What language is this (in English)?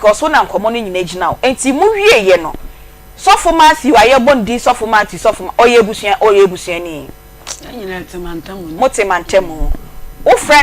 Akan